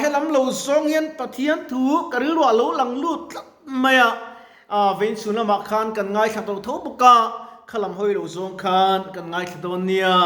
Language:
Mizo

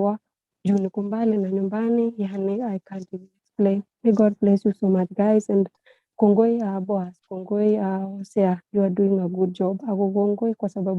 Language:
Kalenjin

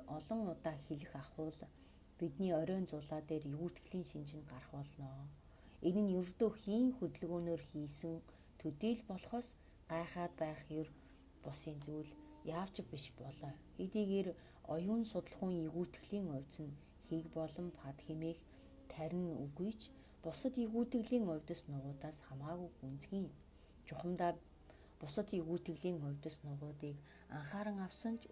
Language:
Mongolian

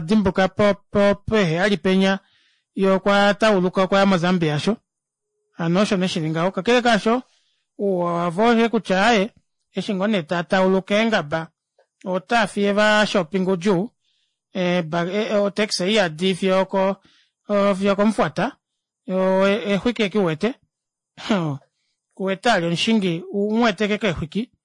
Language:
Kuanyama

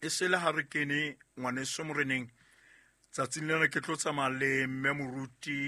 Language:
Southern Sotho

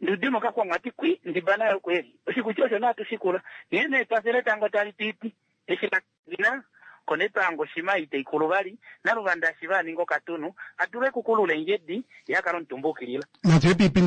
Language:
Kuanyama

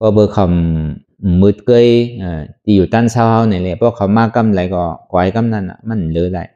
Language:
Shan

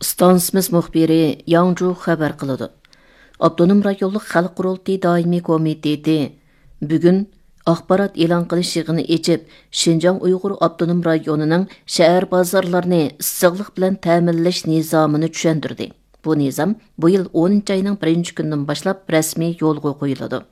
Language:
Uyghur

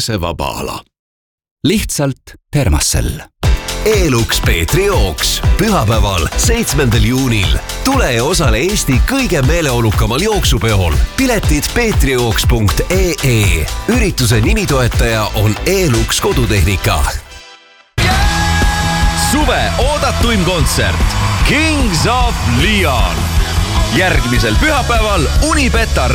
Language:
Estonian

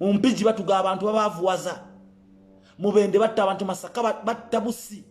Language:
Ganda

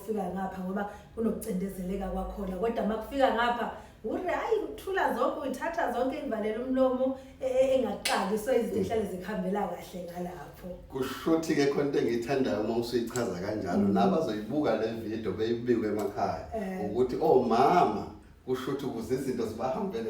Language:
Zulu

